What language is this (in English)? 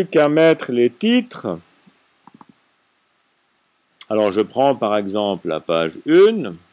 French